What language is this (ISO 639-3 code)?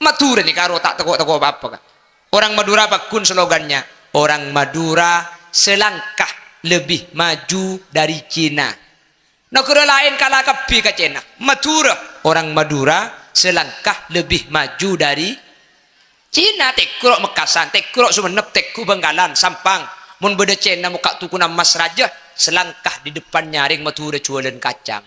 mad